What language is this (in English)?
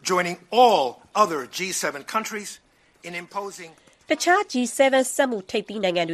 Burmese